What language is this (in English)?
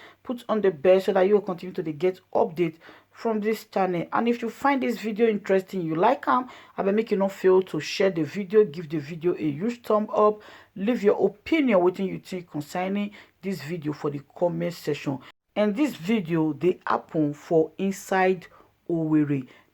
Nigerian Pidgin